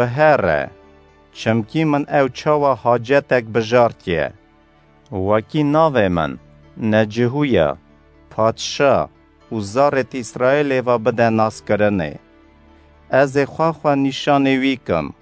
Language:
Kurdish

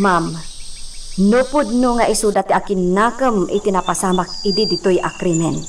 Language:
Iloko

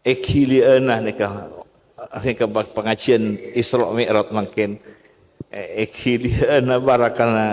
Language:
Madurese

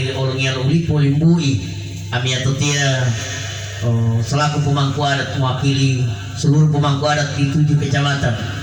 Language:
Gorontalo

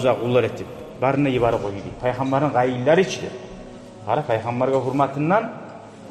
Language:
Kumyk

